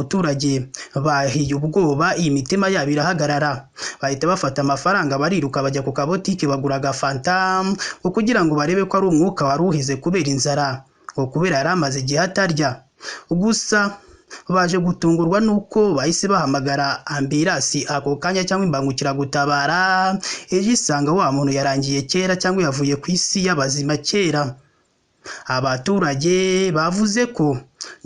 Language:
Kinyarwanda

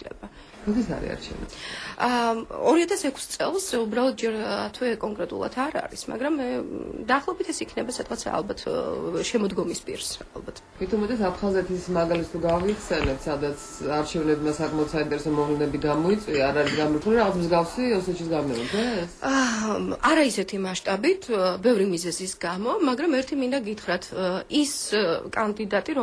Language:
Georgian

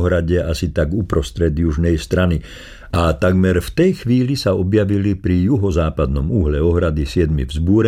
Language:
Slovak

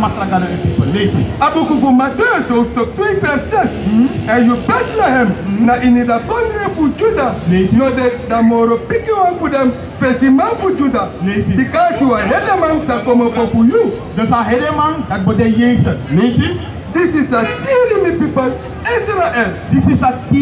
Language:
Sranan Tongo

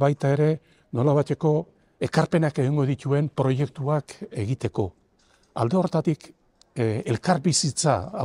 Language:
Basque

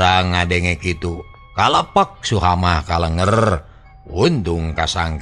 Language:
Sundanese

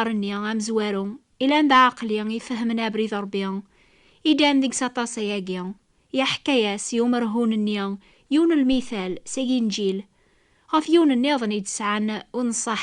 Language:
Kabyle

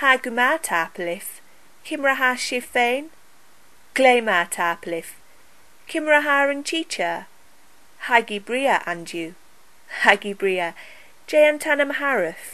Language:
Scottish Gaelic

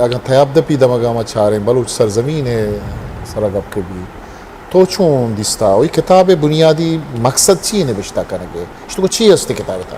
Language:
Eastern Balochi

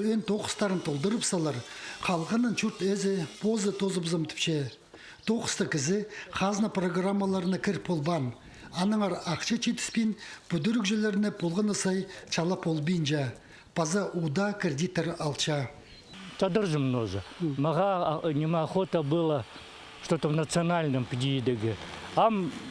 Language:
Khakas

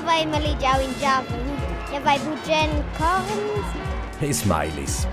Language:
Romansh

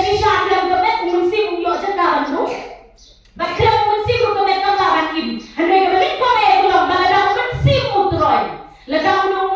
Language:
Khasi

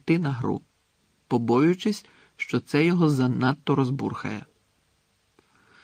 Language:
Ukrainian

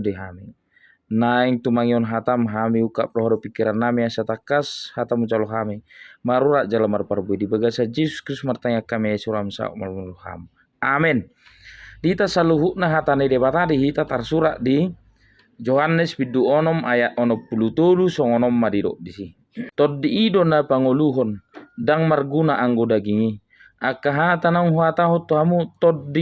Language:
Batak Toba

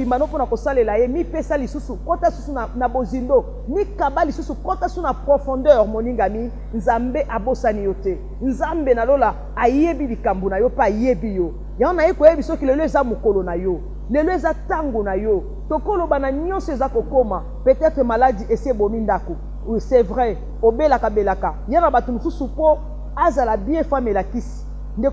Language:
Lingala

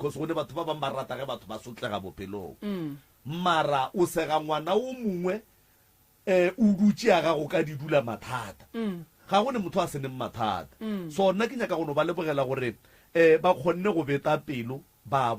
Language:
Northern Sotho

